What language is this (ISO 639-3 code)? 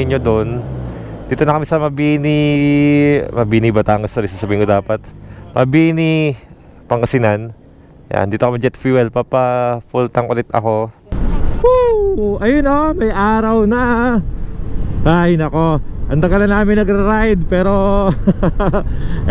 fil